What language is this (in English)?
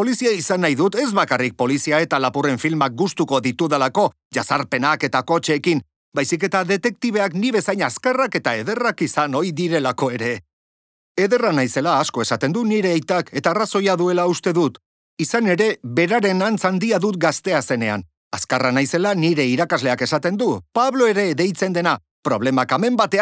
Basque